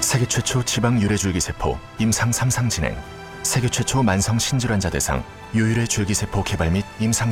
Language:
Korean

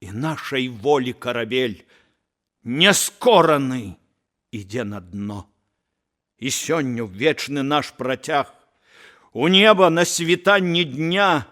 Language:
Belarusian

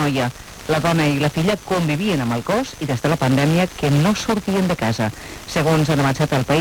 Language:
Catalan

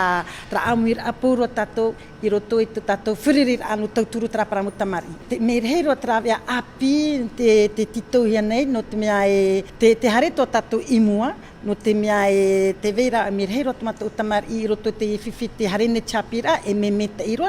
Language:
Tahitian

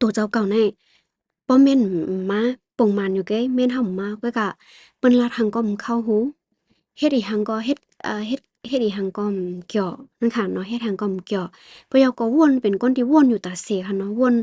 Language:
Shan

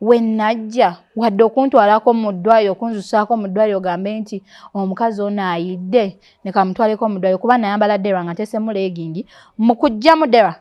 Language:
Ganda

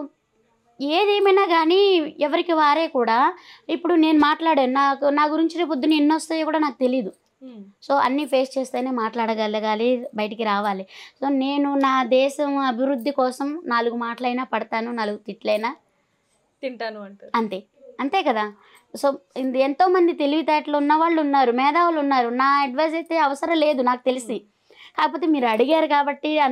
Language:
Telugu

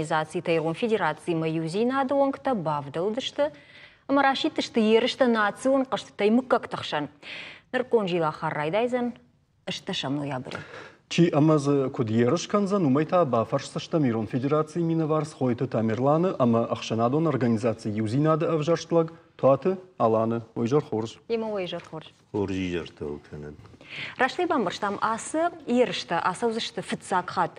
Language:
Ossetic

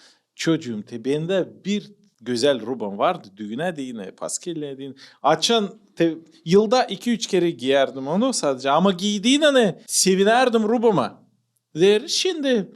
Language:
Gagauz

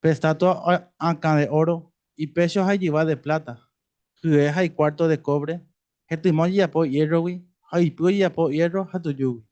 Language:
Guarani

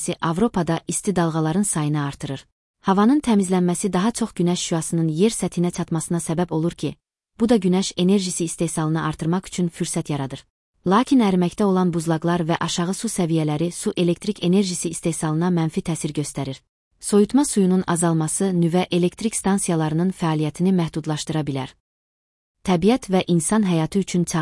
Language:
Azerbaijani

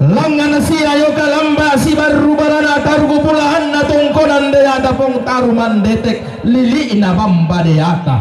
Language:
Toraja-Sa'dan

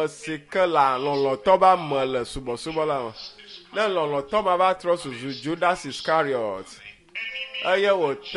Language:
Ewe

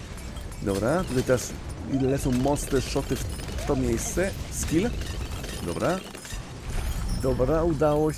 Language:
Polish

